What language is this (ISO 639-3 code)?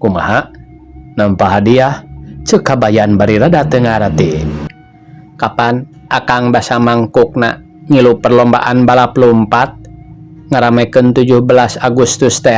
sun